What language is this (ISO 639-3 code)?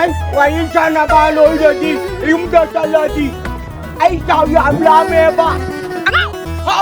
mni